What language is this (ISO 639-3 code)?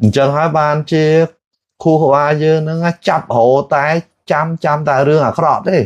khm